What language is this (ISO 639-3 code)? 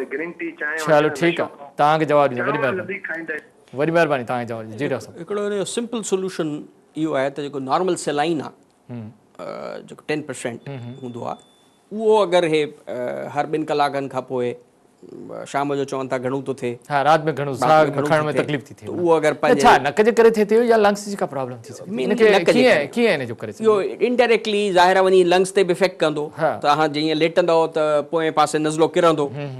snd